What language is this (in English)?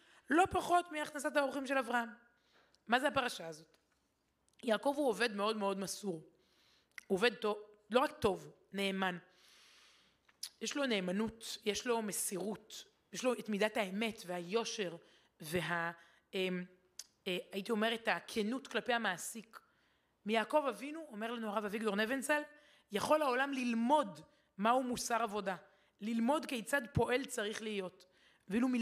Hebrew